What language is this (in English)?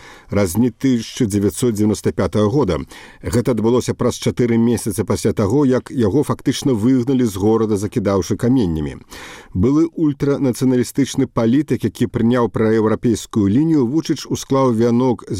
Belarusian